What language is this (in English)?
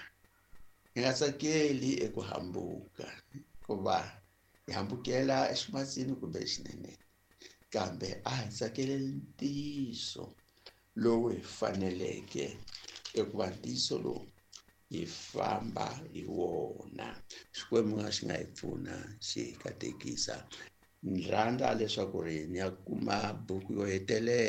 Tsonga